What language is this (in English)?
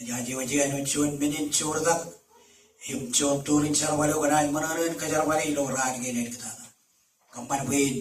Marshallese